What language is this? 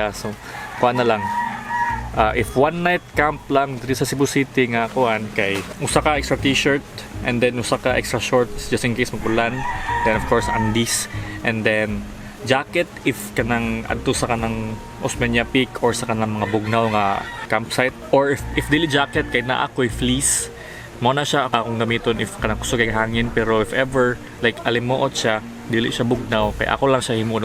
Cebuano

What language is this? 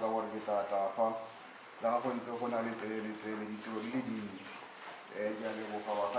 Tswana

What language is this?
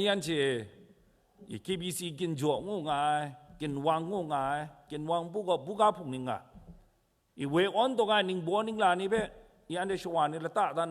Kachin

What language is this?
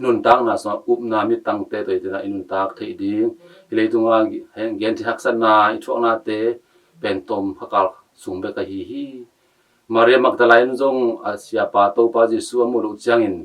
Tedim Chin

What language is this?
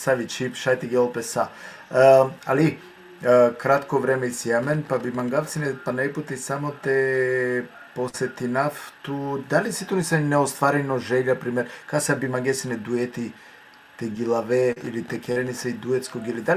Balkan Romani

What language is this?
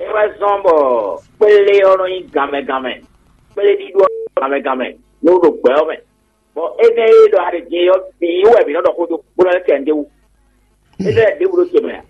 Fon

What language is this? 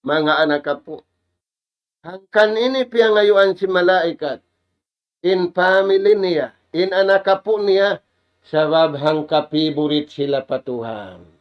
Tausug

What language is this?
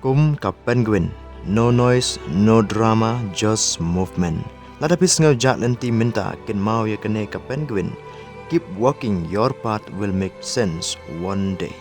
Khasi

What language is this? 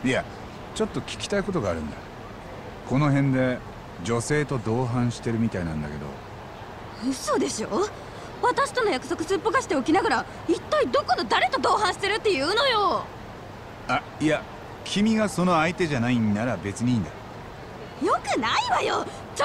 Japanese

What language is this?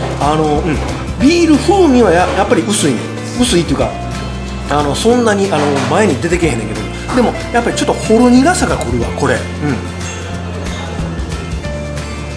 Japanese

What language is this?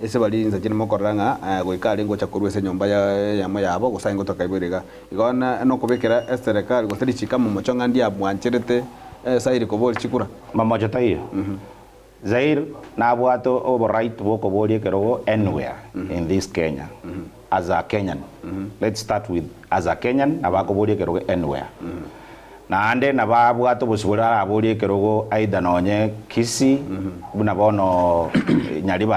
Gusii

